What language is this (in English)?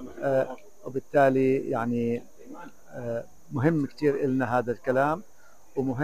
North Levantine Arabic